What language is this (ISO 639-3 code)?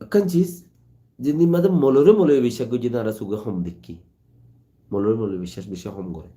rhg